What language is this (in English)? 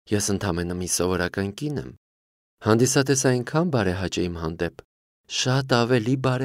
Armenian